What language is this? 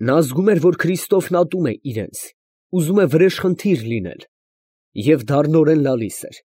Armenian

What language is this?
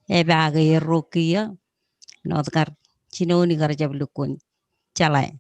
Marshallese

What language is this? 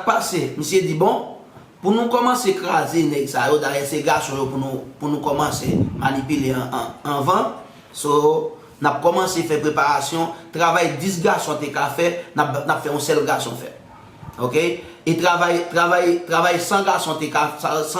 Haitian Creole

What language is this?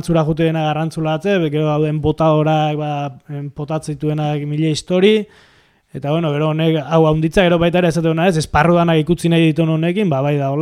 Basque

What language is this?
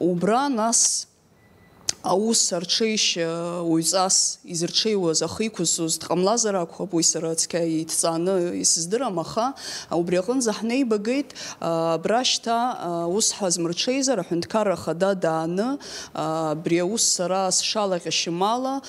Abkhazian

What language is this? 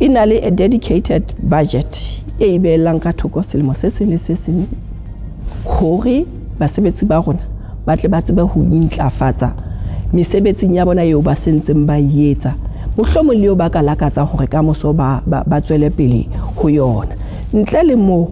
Southern Sotho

